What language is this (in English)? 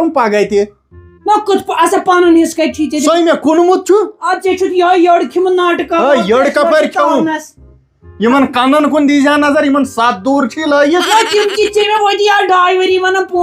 Kashmiri